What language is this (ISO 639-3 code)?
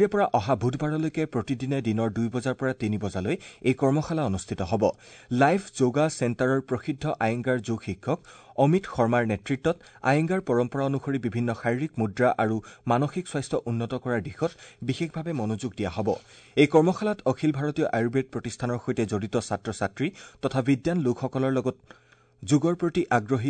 asm